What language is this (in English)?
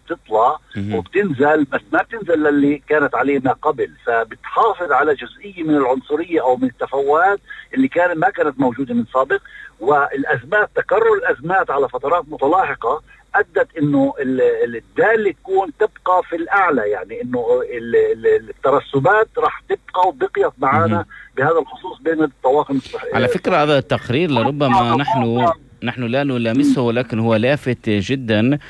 North Levantine Arabic